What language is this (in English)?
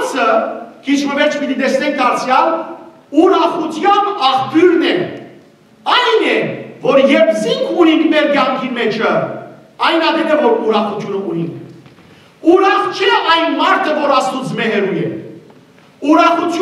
Western Armenian